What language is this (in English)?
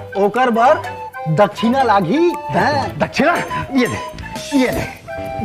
Chhattisgarhi